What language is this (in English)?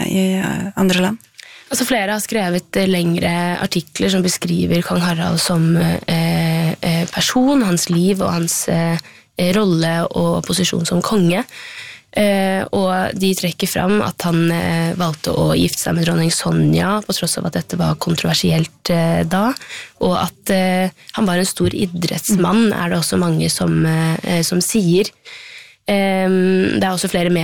Norwegian